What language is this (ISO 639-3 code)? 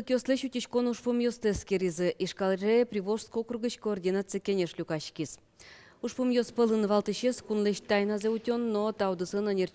udm